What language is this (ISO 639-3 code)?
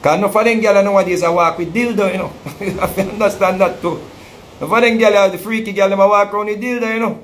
jam